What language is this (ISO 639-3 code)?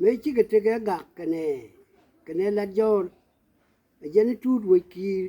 nus